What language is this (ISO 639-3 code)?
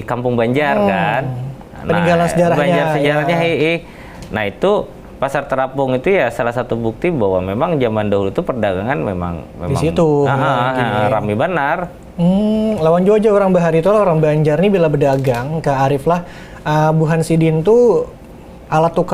bjn